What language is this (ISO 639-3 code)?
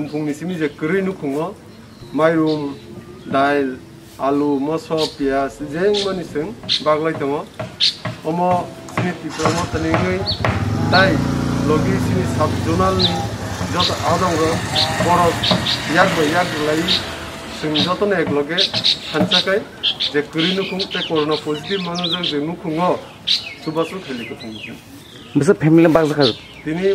trp